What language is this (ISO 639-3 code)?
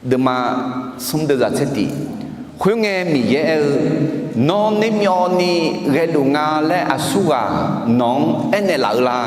ahk